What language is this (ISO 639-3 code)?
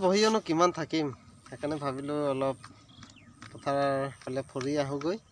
asm